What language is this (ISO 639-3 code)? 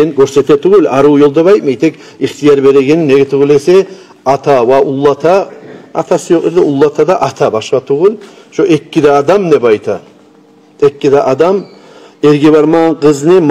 kum